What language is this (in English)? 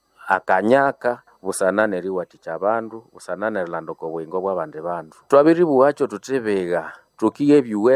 Nande